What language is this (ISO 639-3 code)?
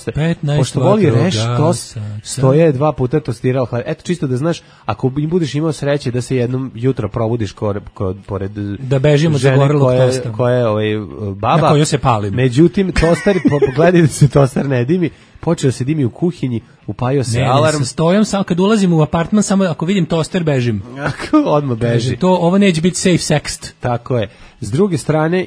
srp